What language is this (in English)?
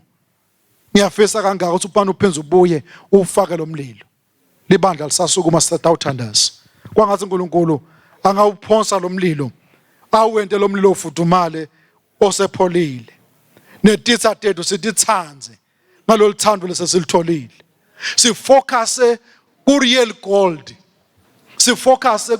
Swati